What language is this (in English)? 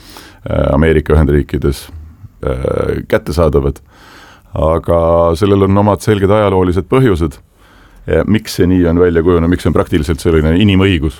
Estonian